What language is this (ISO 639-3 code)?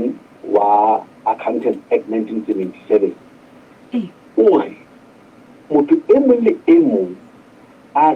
sot